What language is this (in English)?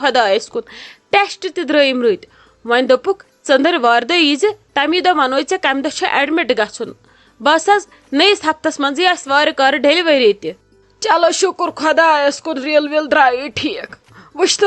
Kashmiri